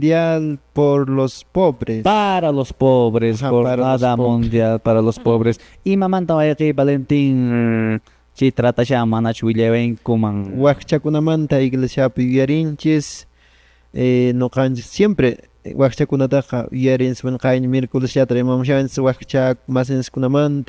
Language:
Quechua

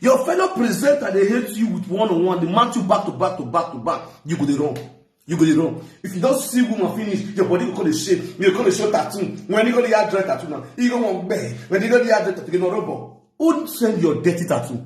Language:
Nigerian Pidgin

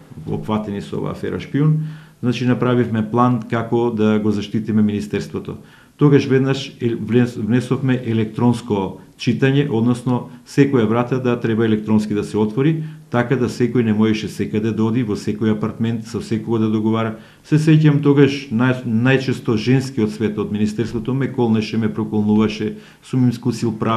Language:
Macedonian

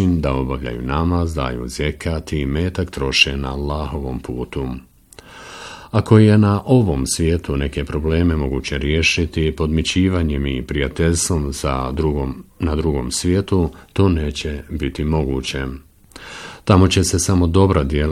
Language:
Bosnian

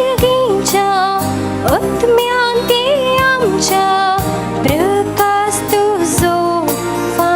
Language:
Konkani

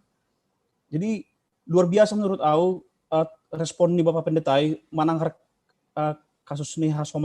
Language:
Batak Simalungun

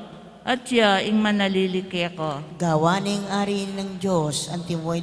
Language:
Pampanga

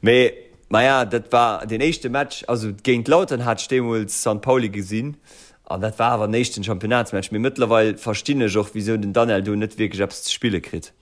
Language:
Luxembourgish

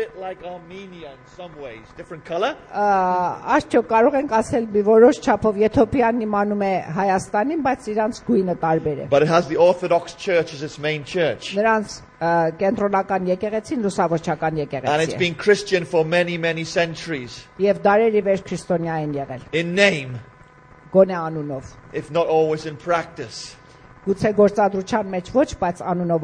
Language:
Armenian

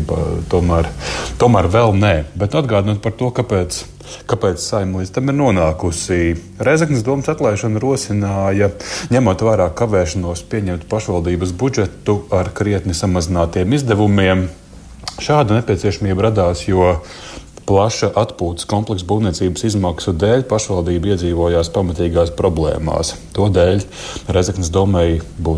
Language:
Latvian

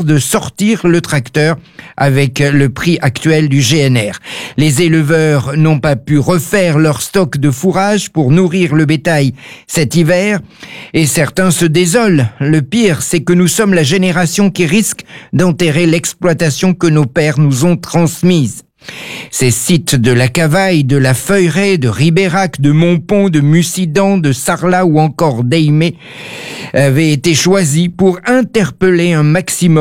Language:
French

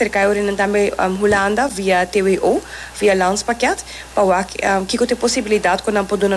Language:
Papiamento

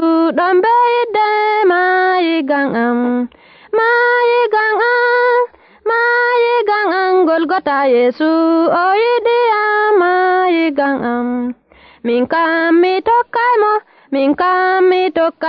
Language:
Nigerian Fulfulde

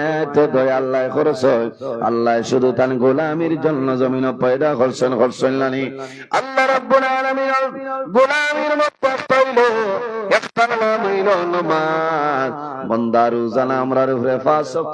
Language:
Sylheti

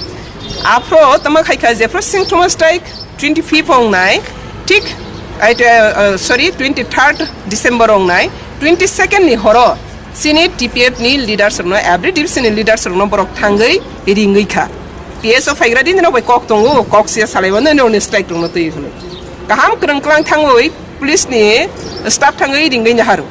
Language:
Kok Borok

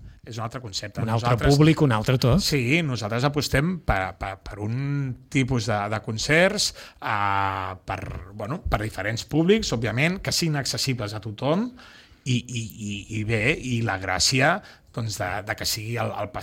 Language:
Catalan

